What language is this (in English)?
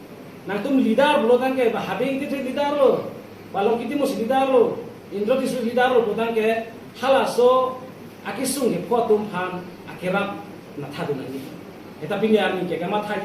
Karbi